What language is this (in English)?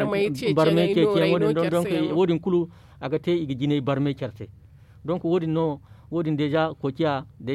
Zarma